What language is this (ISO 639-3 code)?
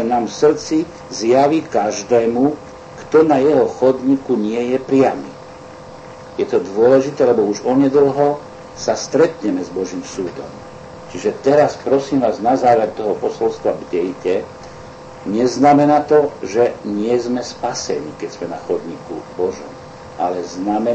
slk